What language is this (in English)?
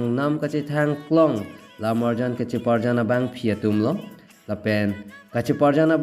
Karbi